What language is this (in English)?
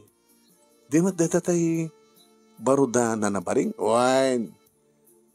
Iloko